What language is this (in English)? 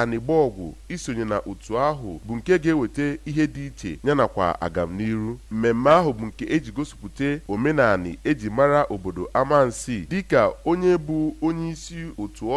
Igbo